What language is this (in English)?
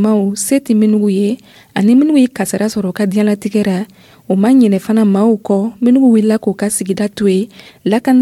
Dyula